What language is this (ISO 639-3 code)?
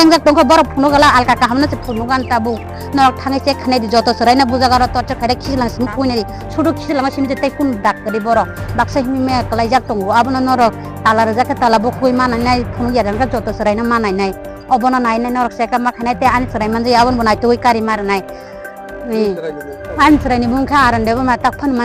trp